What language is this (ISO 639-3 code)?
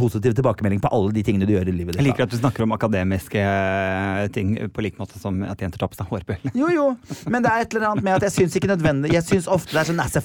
nor